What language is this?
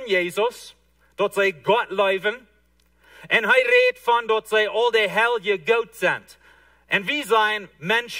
Plautdietsch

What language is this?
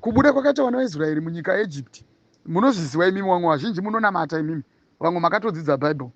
Shona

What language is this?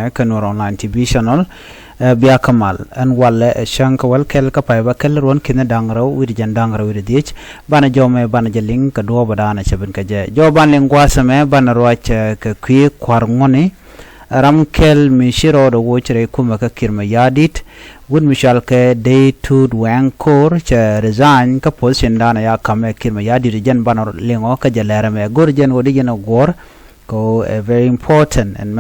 Nuer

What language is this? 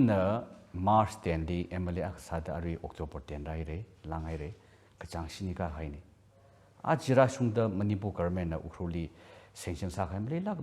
Tangkhul Naga (India)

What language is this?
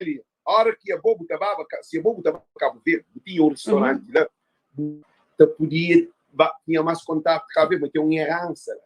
Kabuverdianu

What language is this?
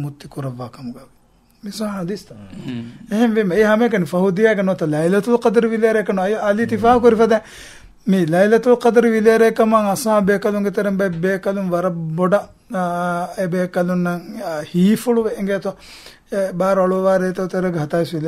Divehi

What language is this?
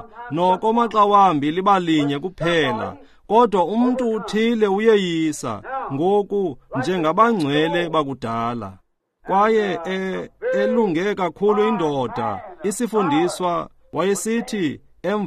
Xhosa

